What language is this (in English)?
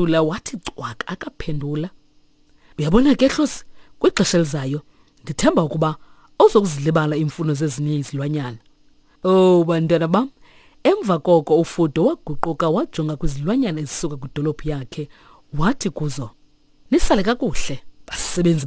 Xhosa